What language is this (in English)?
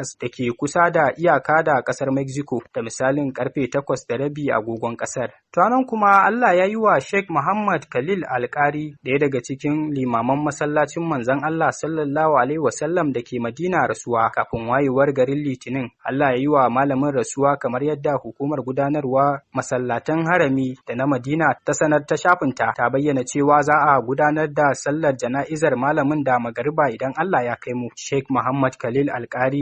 Hausa